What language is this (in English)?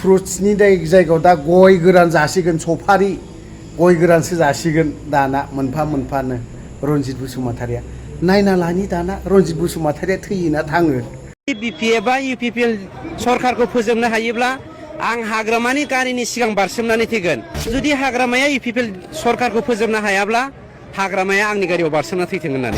Bodo